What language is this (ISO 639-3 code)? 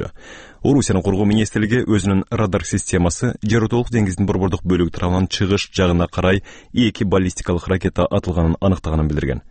kir